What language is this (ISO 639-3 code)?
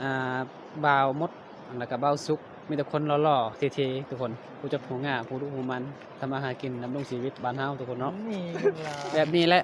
lao